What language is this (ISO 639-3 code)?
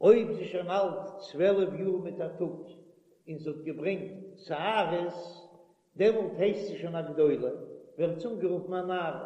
yid